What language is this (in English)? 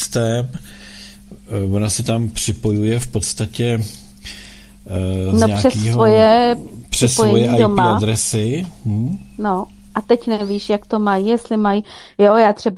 Czech